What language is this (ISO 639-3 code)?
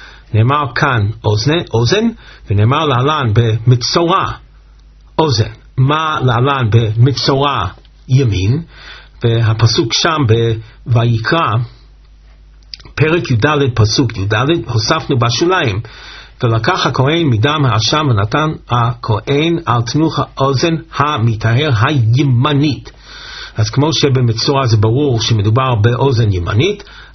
heb